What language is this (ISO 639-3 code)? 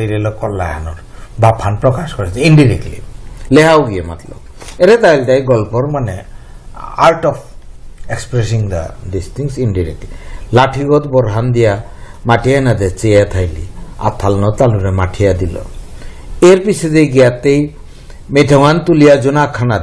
bpy